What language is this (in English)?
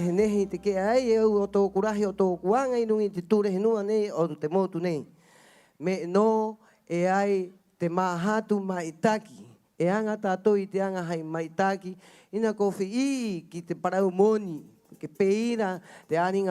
Rapanui